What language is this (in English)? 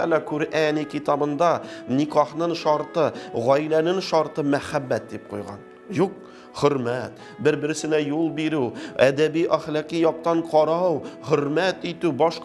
Tatar